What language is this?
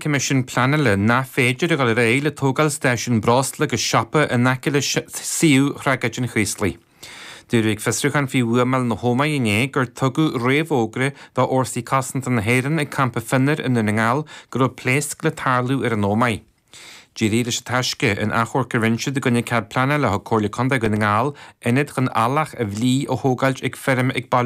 Irish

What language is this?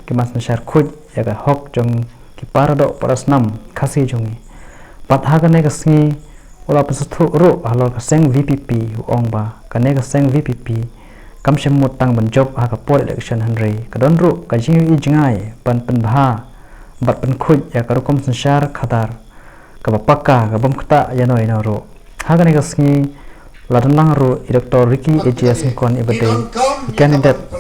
Khasi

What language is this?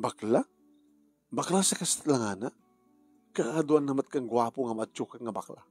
Iloko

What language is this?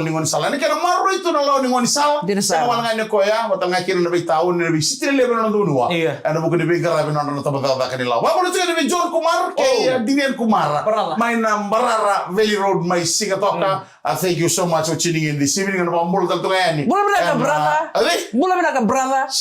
Fijian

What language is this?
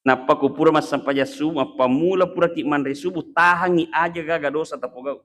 Buginese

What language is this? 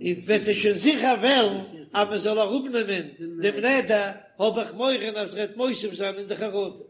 Yiddish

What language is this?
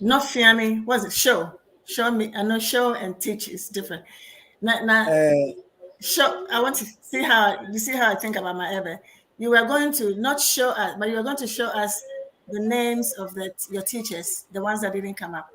Ewe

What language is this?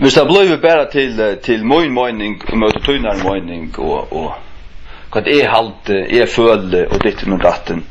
Faroese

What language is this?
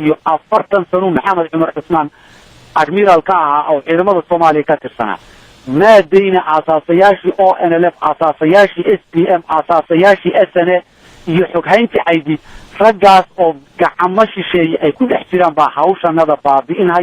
Somali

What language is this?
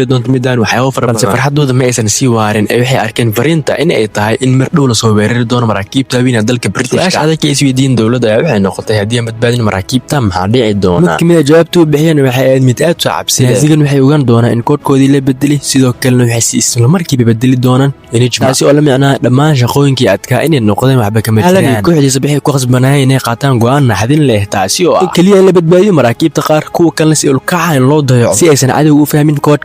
Somali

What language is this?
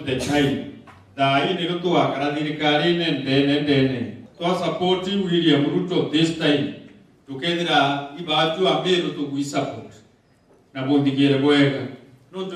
Meru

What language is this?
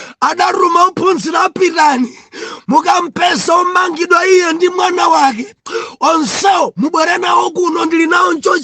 Nyanja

